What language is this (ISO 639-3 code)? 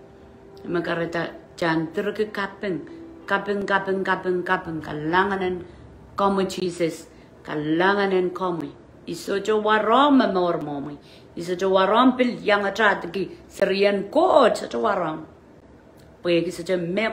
pon